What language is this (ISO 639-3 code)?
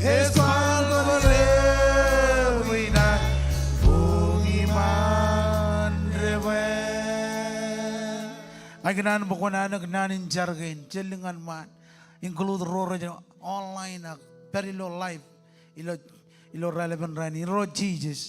mah